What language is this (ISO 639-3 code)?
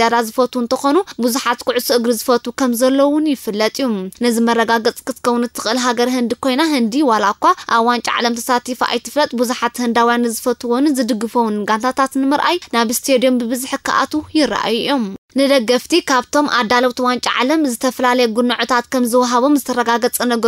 tir